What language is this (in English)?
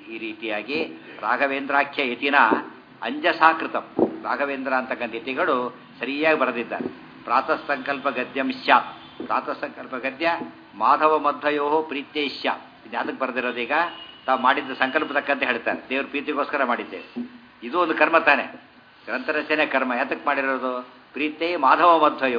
Kannada